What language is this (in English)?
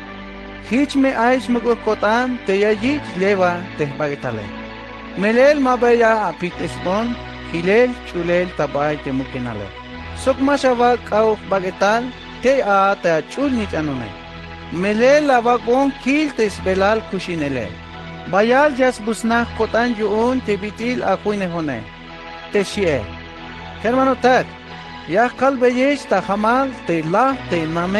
Tzeltal